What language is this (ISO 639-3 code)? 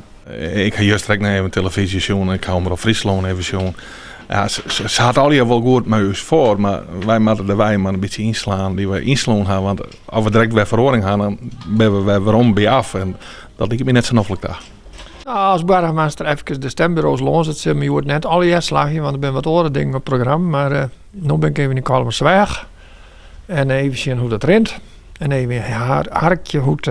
fry